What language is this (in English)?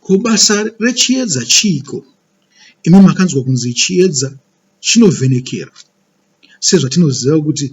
Shona